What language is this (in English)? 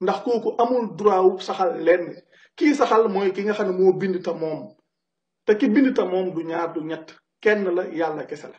Wolof